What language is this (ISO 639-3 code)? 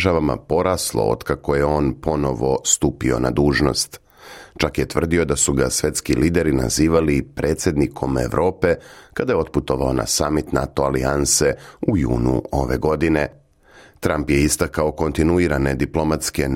srp